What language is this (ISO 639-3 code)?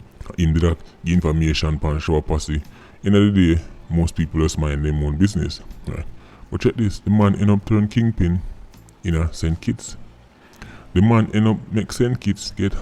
jam